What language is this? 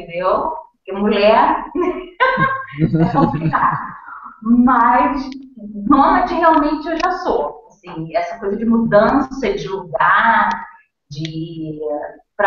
Portuguese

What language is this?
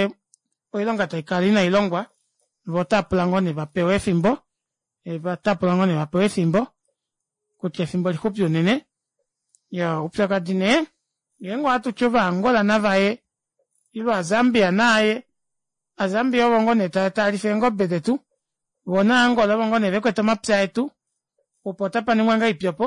Kuanyama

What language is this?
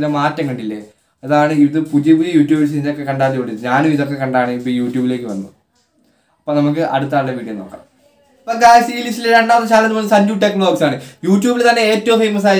Malayalam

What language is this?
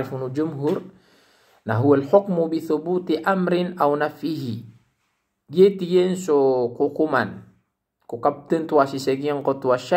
Maranao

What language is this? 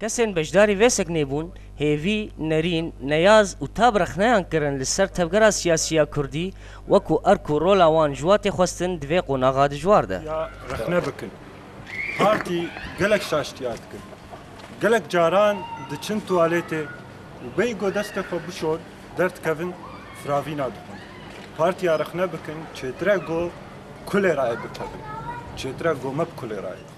Kurdish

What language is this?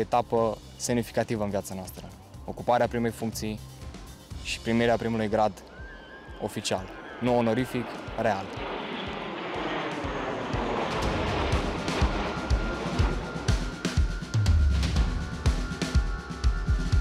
Romanian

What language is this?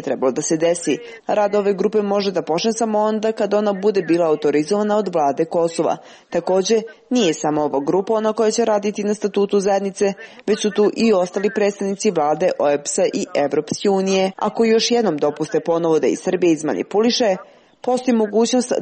Serbian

